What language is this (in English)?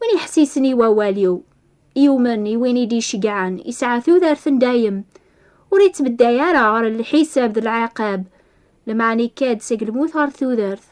Kabyle